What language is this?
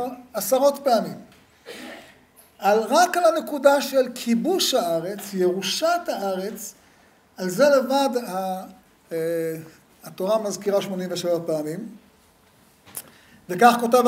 Hebrew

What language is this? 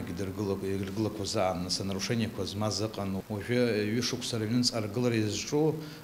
Abkhazian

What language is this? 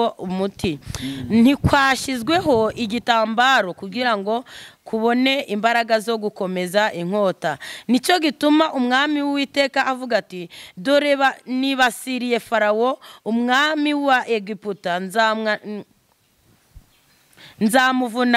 Kinyarwanda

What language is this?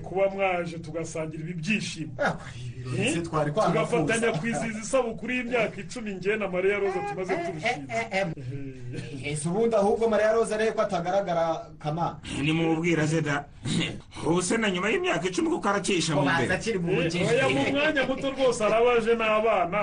Kinyarwanda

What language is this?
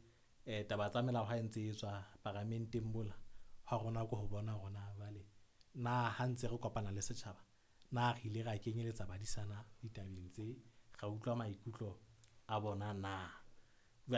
Southern Sotho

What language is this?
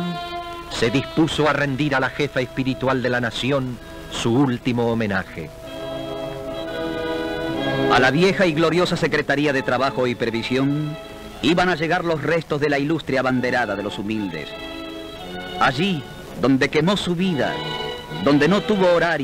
Spanish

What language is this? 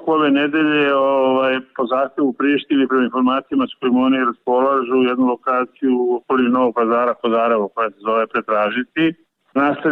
Serbian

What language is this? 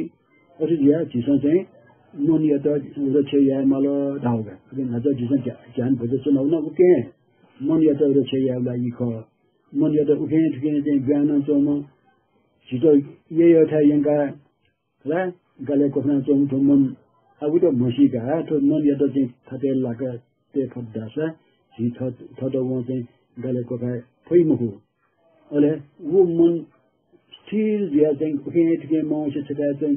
Newari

